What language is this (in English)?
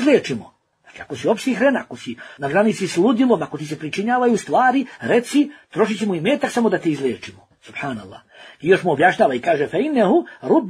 Bosnian